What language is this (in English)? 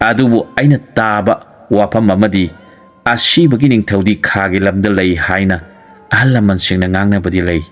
Manipuri